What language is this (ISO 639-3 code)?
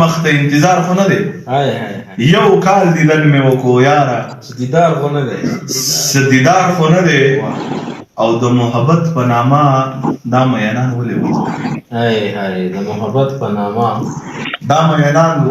pus